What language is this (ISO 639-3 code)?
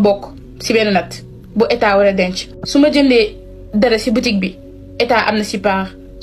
wol